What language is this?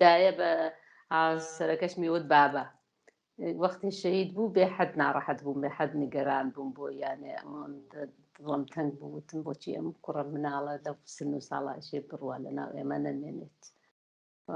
Central Kurdish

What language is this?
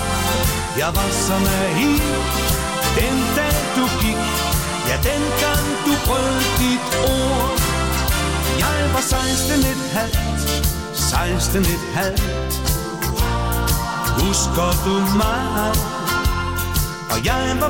Danish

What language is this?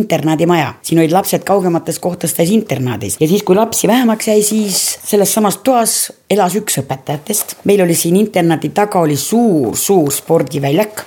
Estonian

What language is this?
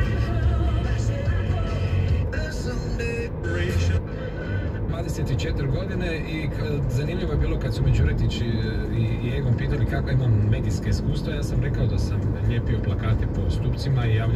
Croatian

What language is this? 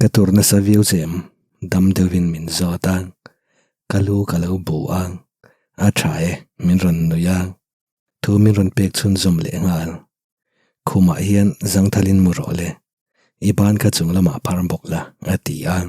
Mizo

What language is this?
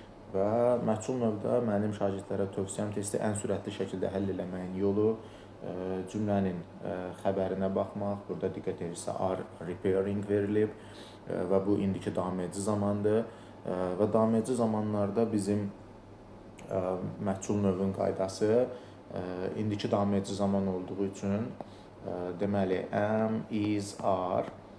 Azerbaijani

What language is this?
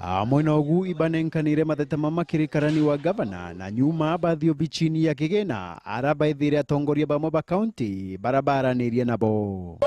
Meru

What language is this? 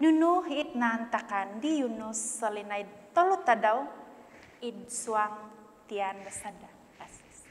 Central Dusun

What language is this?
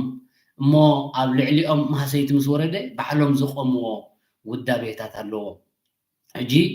Tigrinya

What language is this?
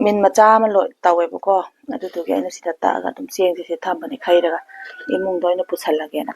Manipuri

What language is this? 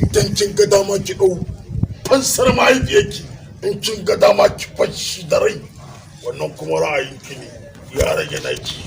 Hausa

